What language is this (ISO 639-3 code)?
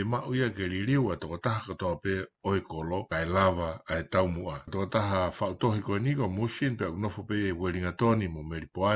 ton